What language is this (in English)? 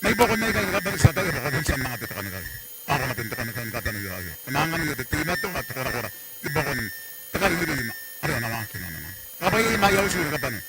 Gilbertese